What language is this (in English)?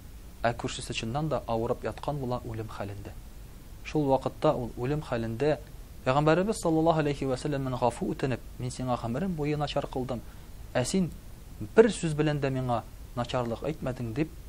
Tatar